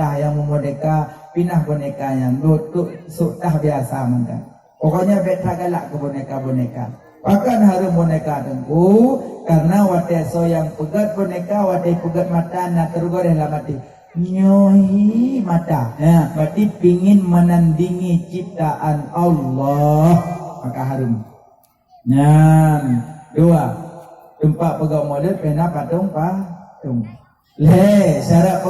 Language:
Achinese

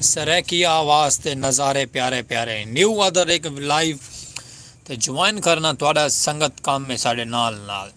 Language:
Saraiki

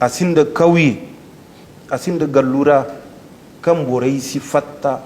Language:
Zarma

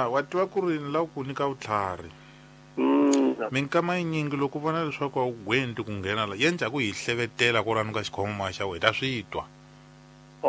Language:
Tsonga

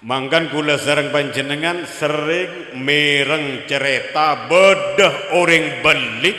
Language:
Madurese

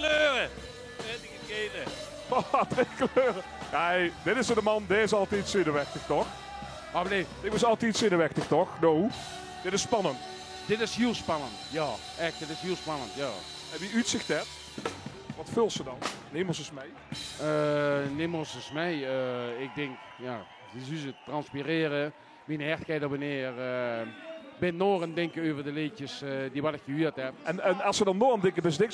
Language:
Limburgish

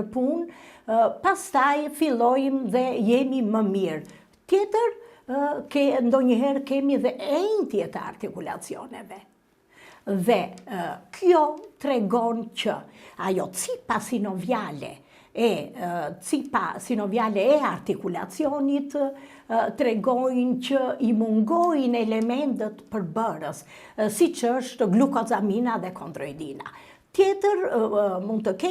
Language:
Albanian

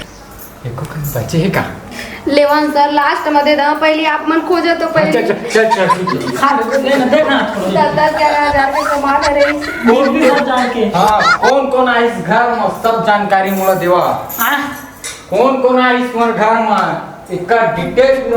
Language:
Chhattisgarhi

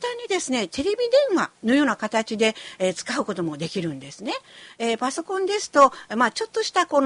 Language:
Japanese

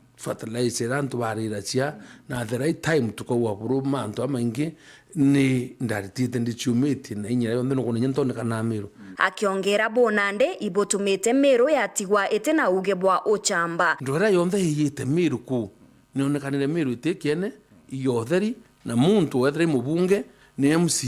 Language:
Meru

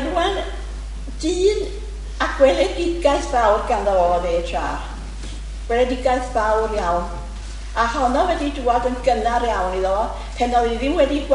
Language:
Welsh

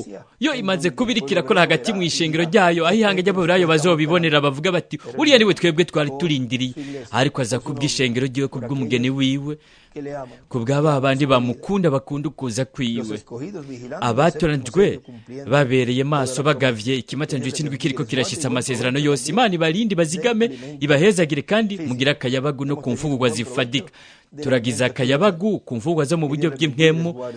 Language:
Rundi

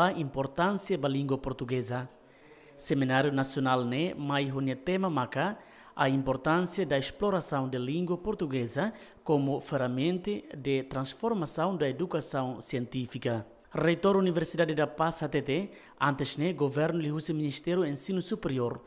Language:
Tetum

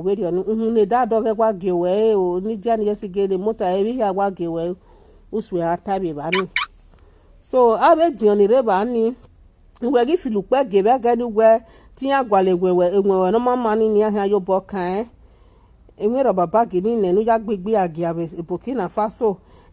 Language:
Nigerian Pidgin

